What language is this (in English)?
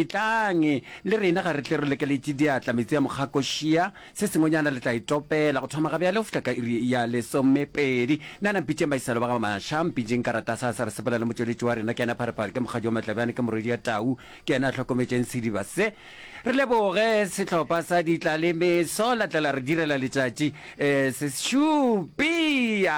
Northern Sotho